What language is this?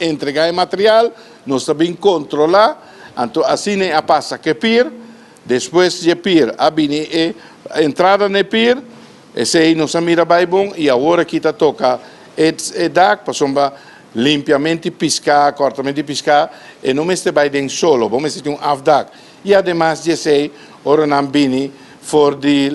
Papiamento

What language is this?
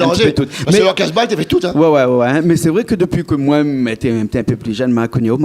Réunion Creole French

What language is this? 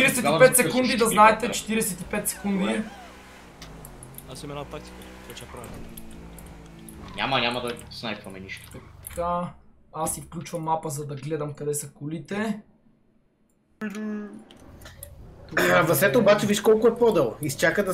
Bulgarian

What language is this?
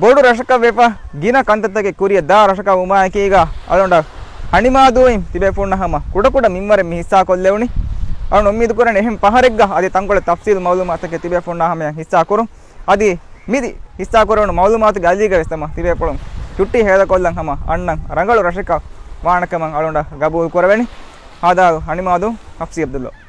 Divehi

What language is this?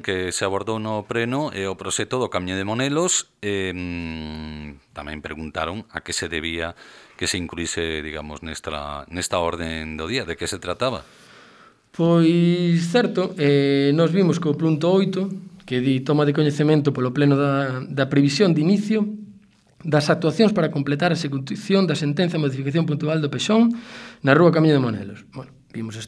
Galician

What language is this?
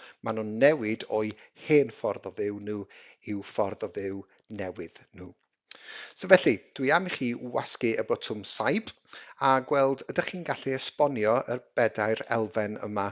Welsh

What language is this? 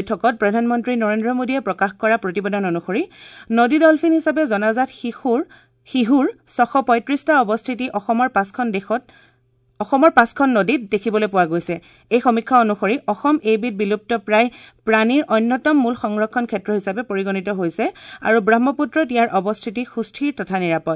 Assamese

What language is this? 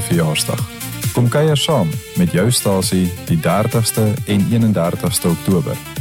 Afrikaans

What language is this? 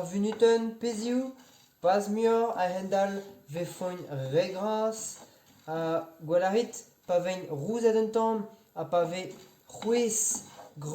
Breton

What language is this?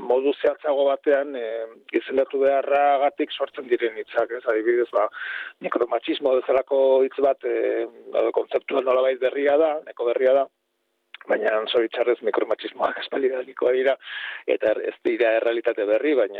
Basque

